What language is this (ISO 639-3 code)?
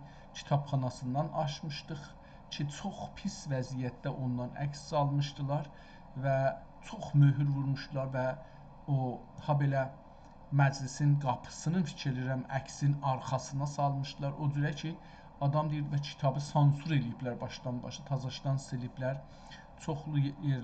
azb